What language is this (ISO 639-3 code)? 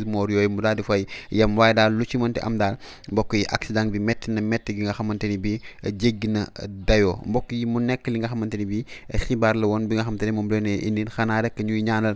wol